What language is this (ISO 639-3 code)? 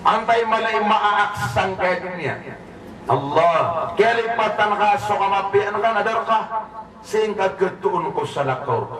mrw